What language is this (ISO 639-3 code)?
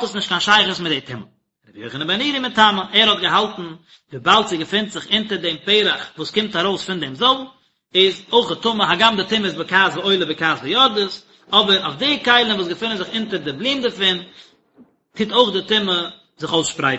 yid